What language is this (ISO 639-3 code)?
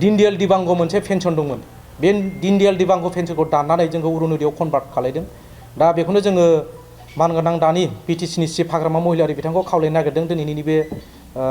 brx